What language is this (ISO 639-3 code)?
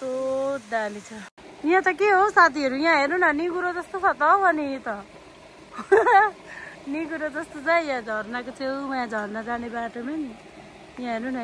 nep